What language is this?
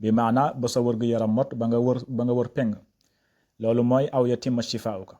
Wolof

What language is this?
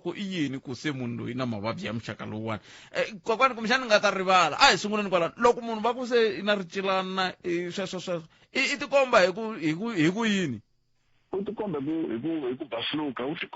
Tsonga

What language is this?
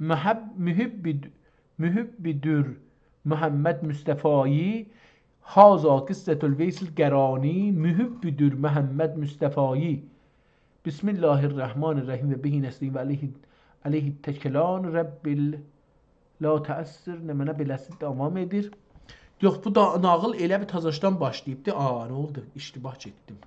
South Azerbaijani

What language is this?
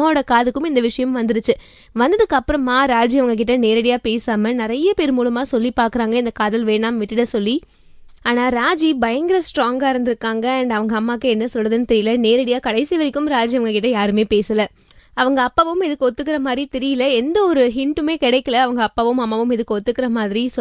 Tamil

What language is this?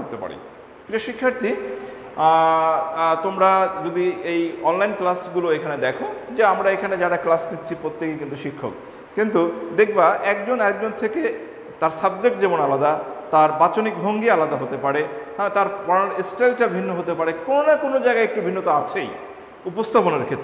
Bangla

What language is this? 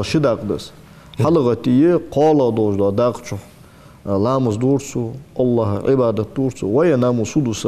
Ingush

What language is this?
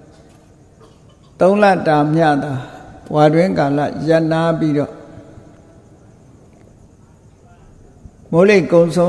Burmese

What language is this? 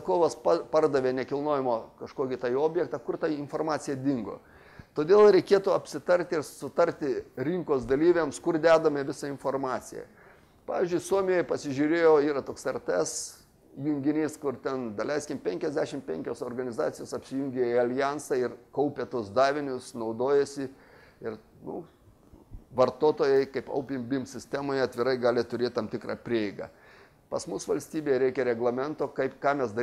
Lithuanian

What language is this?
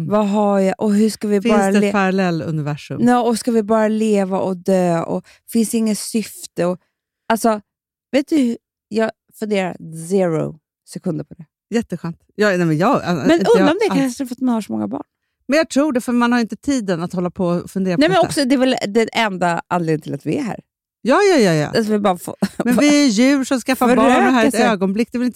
Swedish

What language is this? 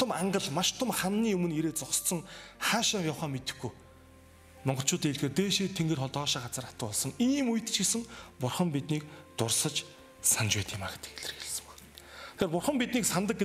Mongolian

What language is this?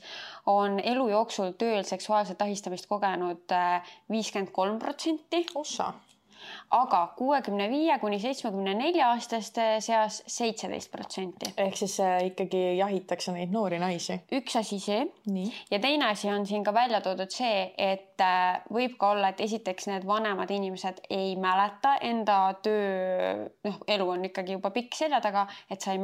Estonian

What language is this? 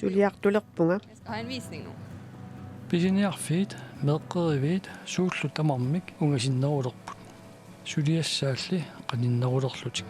Kalaallisut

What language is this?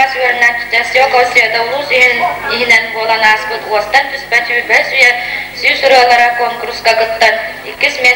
Yakut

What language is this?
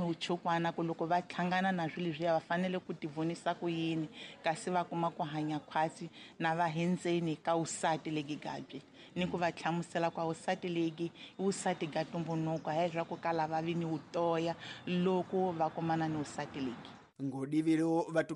Tsonga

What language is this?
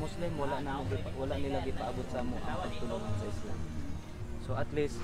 Cebuano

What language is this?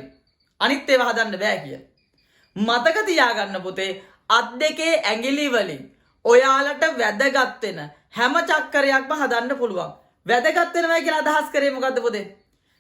Sinhala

